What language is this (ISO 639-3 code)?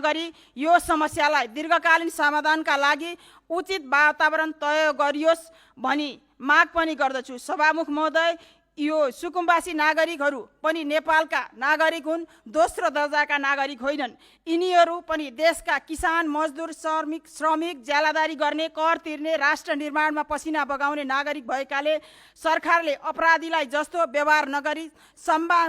nep